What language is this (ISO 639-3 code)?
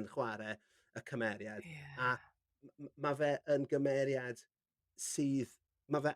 cym